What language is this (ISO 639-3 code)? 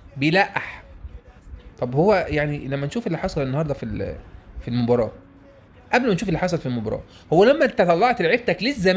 arz